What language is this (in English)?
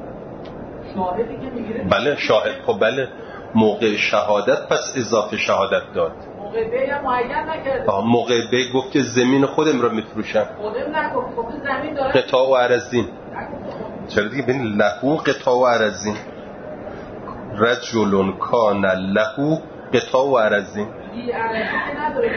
Persian